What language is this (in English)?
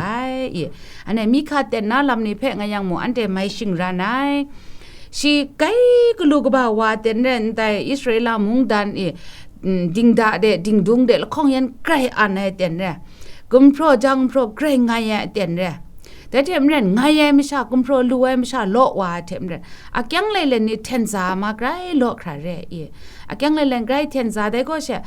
Kachin